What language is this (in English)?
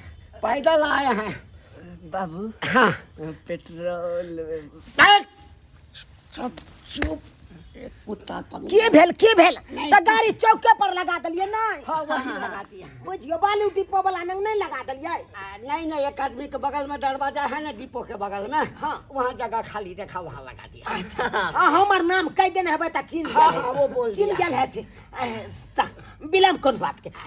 Maithili